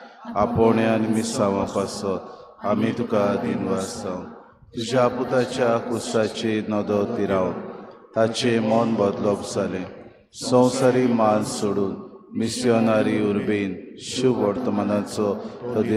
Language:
Konkani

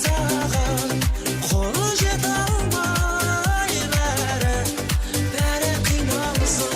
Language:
Kara-Kalpak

